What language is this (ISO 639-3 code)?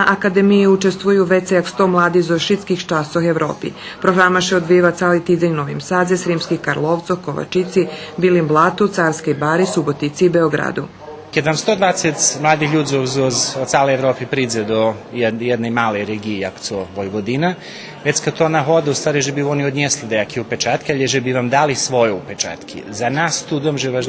rue